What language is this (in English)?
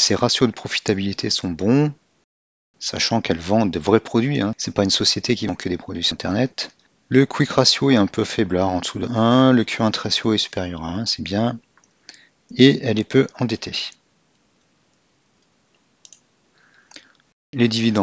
French